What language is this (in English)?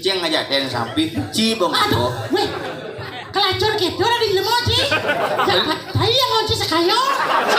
Balinese